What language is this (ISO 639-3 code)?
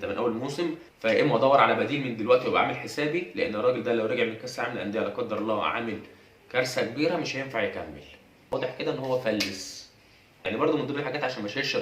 arz